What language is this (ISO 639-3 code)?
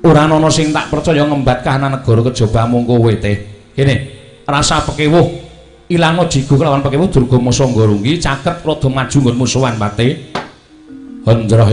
jav